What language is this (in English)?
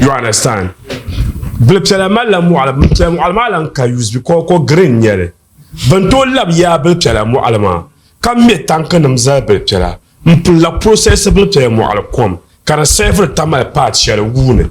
Dagbani